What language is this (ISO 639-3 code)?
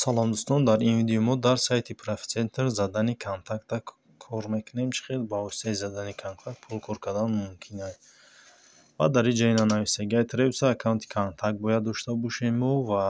tgk